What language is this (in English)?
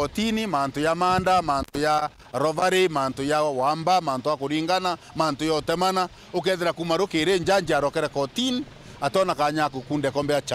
Meru